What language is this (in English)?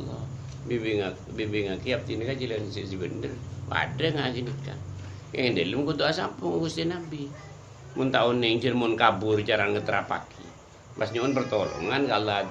Madurese